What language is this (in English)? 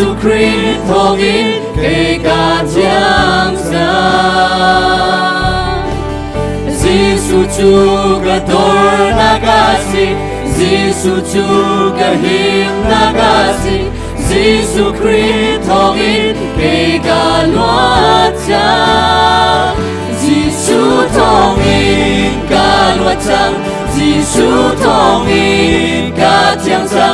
Hakha Chin